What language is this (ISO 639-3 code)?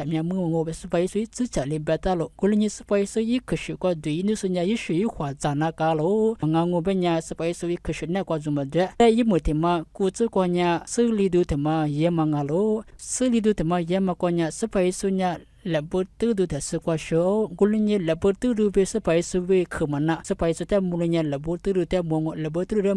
lis